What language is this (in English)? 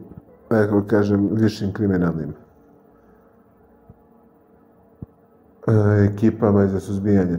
Serbian